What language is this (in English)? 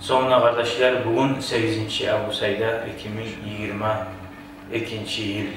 Kumyk